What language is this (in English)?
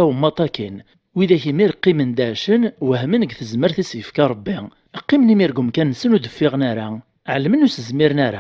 Kabyle